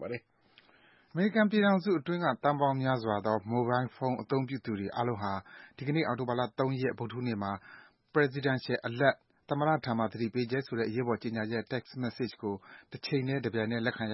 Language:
Burmese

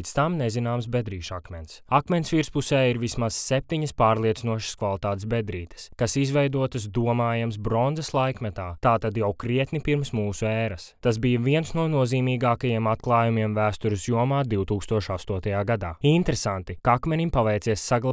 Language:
Latvian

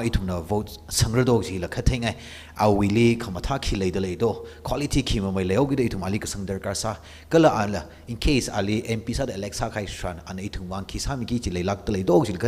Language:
Tangkhul Naga (India)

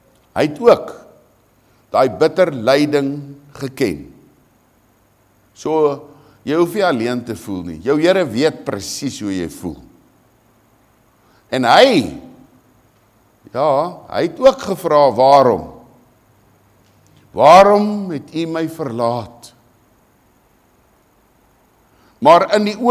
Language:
Afrikaans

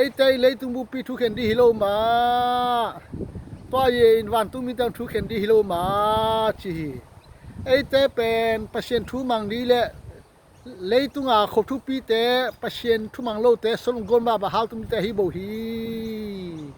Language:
Tedim Chin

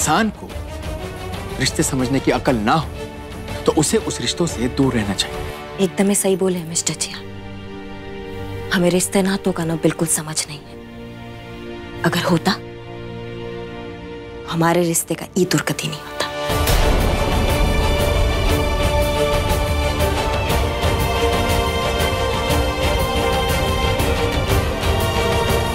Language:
Hindi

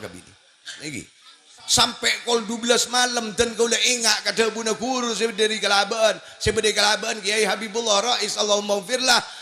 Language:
Madurese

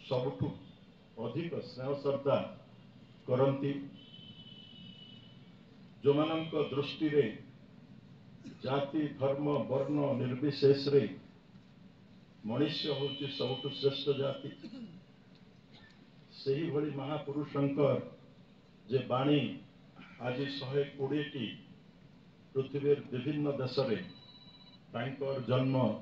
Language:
Odia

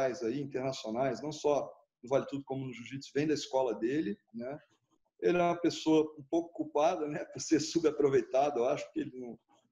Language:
Portuguese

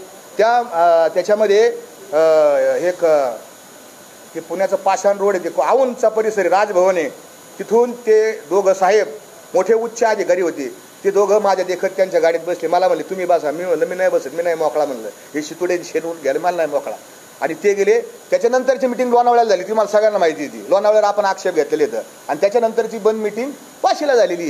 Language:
Marathi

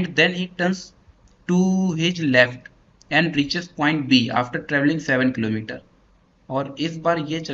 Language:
Hindi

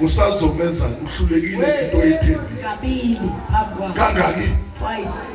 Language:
Zulu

